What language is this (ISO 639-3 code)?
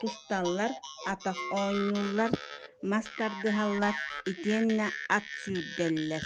sah